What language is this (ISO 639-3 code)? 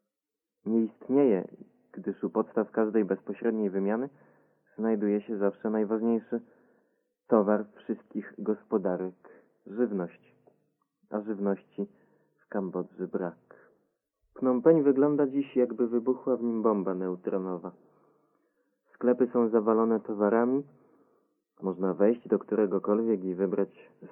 pol